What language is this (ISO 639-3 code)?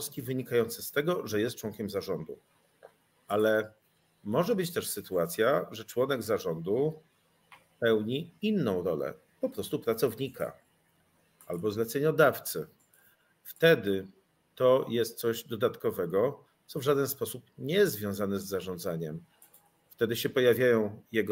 pol